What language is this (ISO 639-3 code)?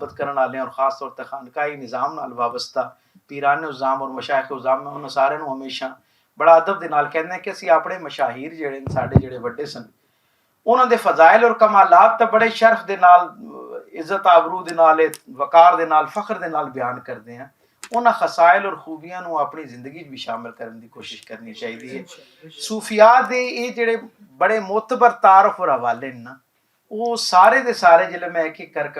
lah